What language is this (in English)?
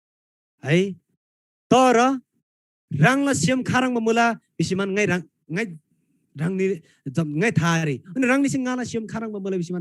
Eastern Tamang